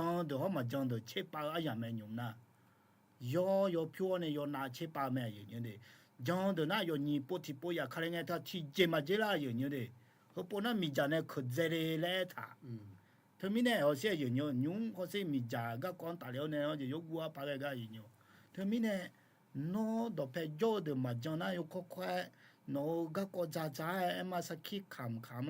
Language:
Akha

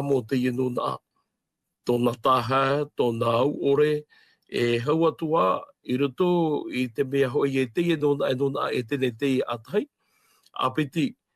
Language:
Tahitian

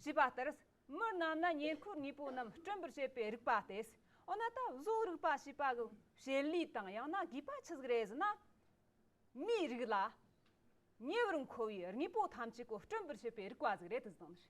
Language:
Amdo Tibetan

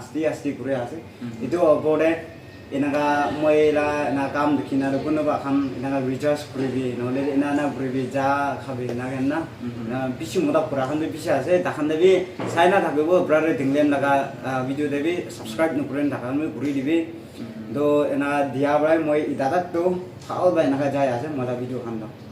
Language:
Naga Pidgin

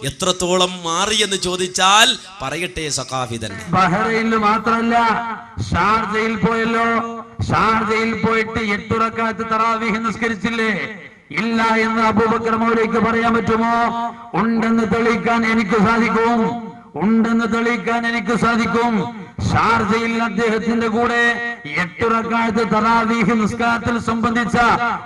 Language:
Malayalam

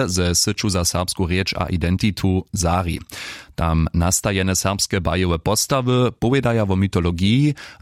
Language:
Upper Sorbian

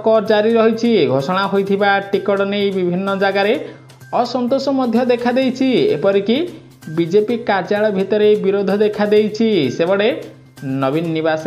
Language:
Odia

